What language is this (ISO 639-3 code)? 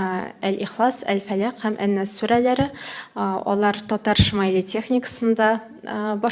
tat